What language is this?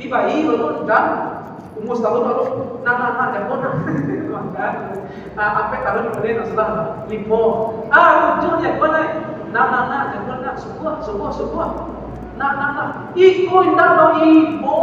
Minangkabau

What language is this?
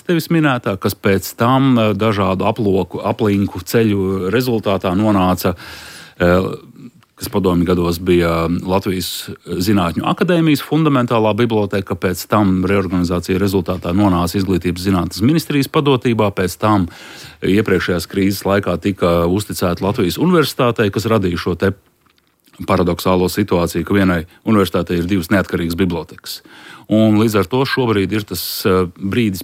Latvian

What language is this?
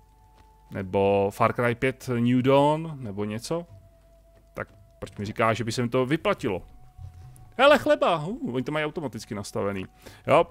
Czech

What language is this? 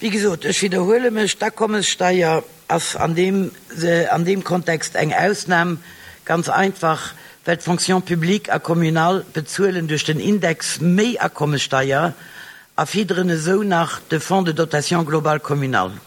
Luxembourgish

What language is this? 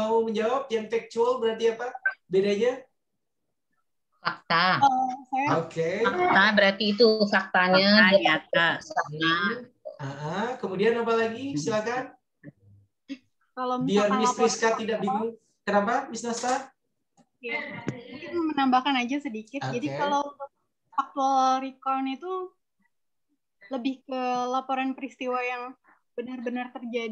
Indonesian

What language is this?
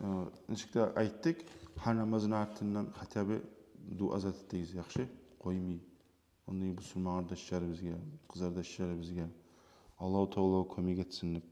Kumyk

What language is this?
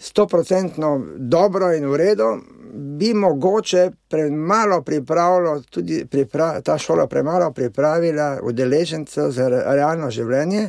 Slovenian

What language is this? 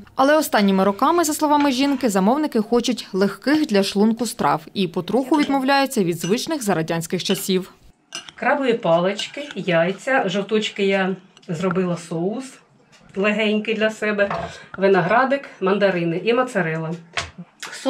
Ukrainian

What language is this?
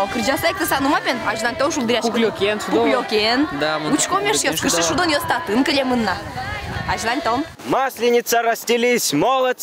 Udmurt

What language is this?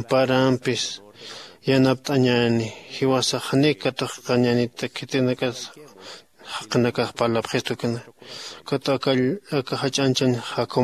Aymara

